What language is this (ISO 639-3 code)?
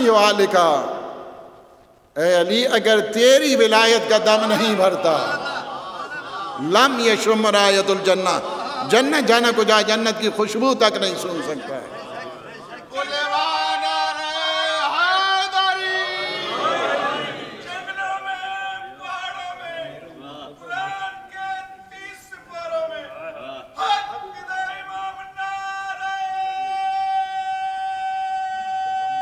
urd